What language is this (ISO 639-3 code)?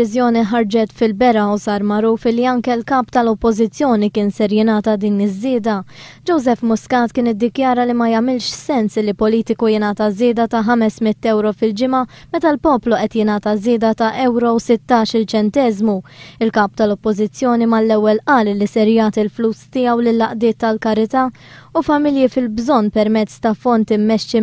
mlt